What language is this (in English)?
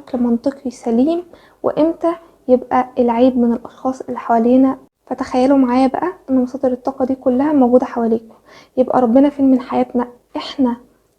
Egyptian Arabic